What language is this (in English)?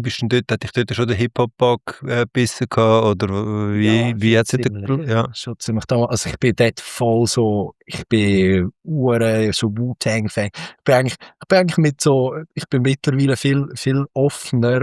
Swiss German